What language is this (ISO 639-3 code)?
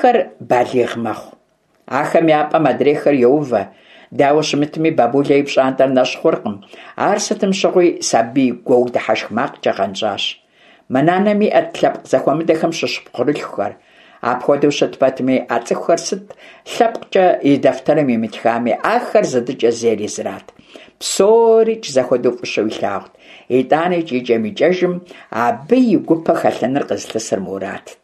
kbd